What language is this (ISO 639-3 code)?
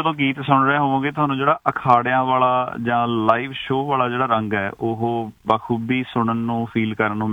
pan